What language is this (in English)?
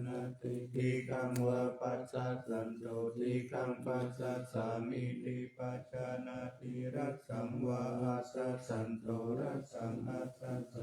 Pali